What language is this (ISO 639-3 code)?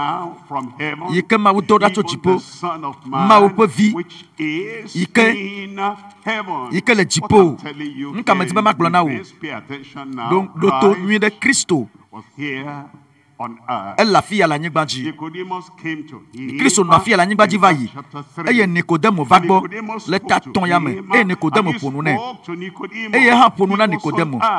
ewe